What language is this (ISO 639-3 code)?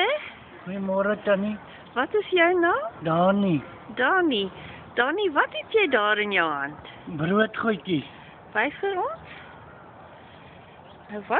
afr